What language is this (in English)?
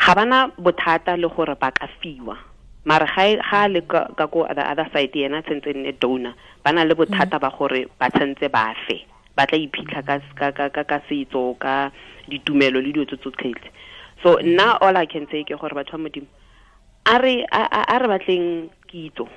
Tswana